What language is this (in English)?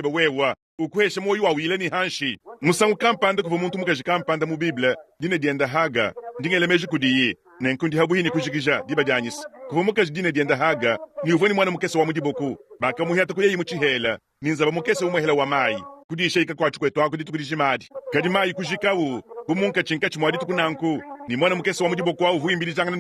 Luba-Lulua